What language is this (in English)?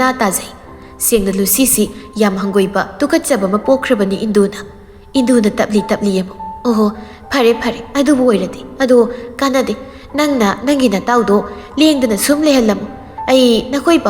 Manipuri